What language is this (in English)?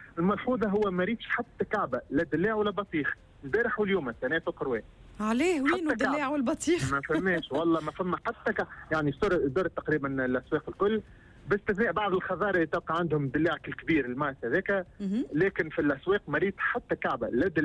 Tunisian Arabic